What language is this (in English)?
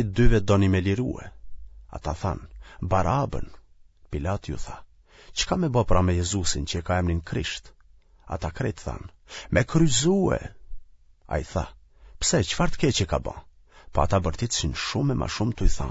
Albanian